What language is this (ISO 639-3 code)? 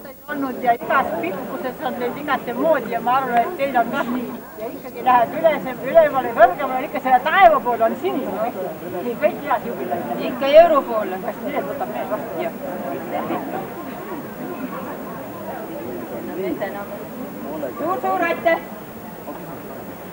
est